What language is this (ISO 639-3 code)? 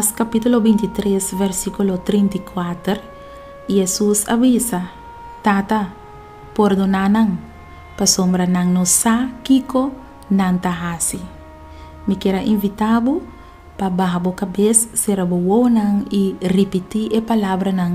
pap